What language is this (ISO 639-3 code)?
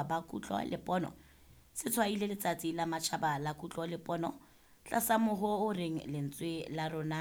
sot